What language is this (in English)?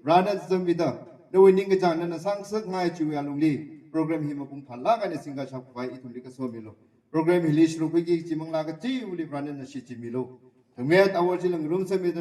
Tangkhul Naga (India)